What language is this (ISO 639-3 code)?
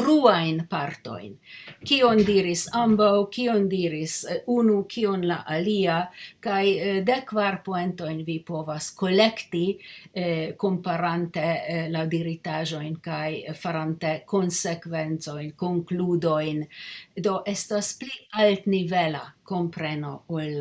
epo